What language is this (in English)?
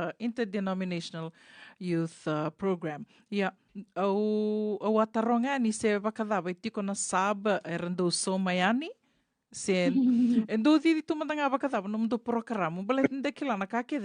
Fijian